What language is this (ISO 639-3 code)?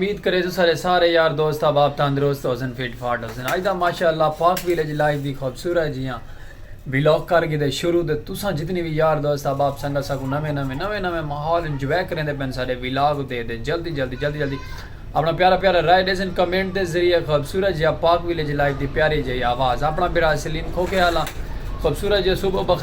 skr